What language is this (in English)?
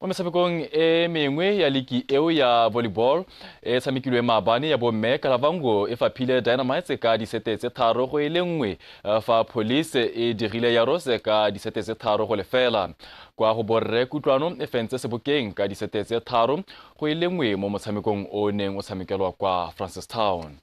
Tswana